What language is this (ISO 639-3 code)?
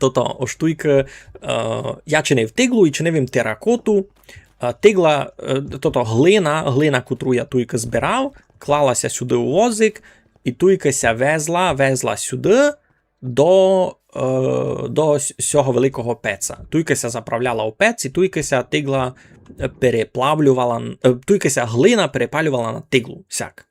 rue